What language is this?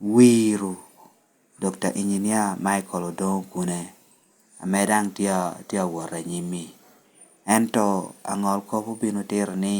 Lango (Uganda)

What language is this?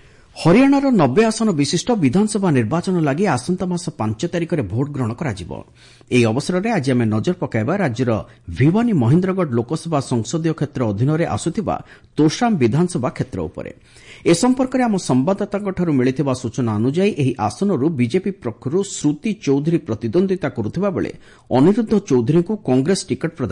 Odia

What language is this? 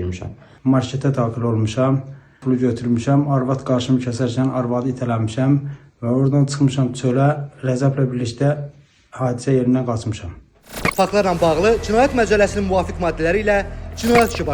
Azerbaijani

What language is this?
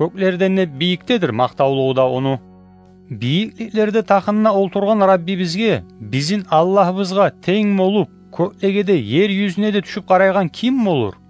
Kumyk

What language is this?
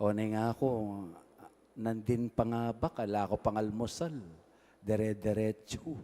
Pampanga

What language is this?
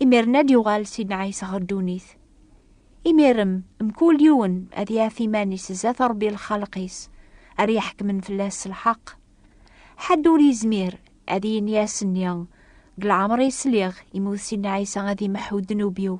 Kabyle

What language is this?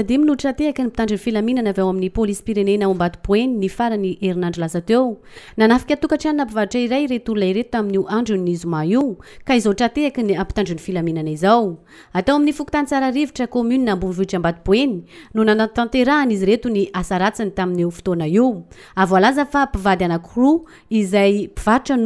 Malagasy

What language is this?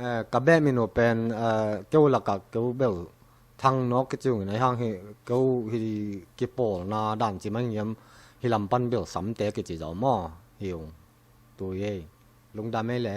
Tedim Chin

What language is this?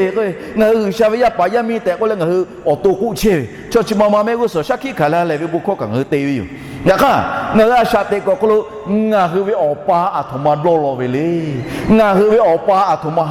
Lahu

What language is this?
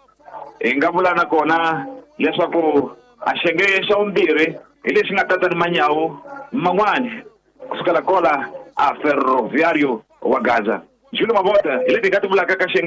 Tsonga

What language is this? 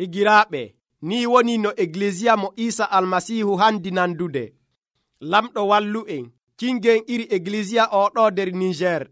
Nigerian Fulfulde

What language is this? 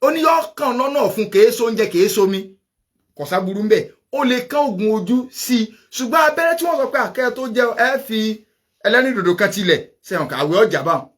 Yoruba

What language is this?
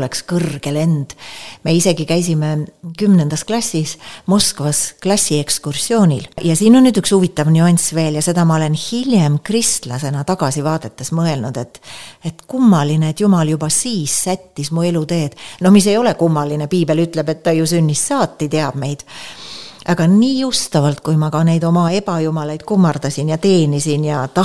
Estonian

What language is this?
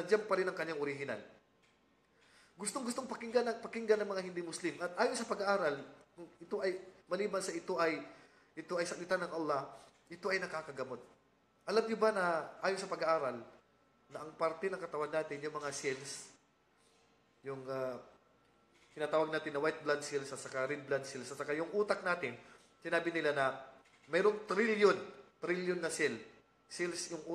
Filipino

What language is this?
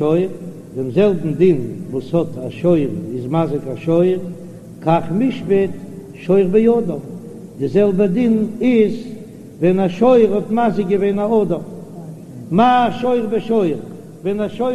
Yiddish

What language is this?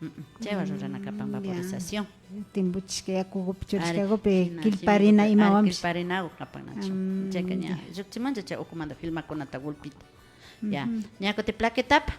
Imbabura Highland Quichua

